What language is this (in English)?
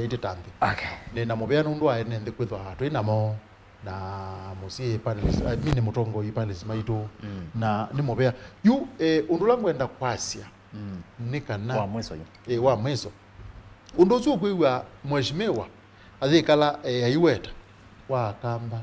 Kamba